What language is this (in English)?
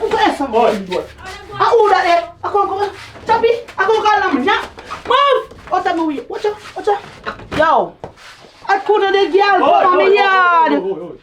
Jamaican Creole English